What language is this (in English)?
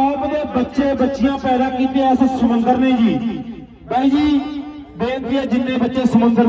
Punjabi